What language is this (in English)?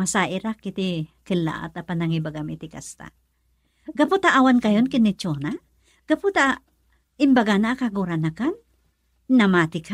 Iloko